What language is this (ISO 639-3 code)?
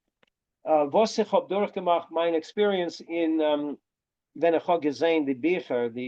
yid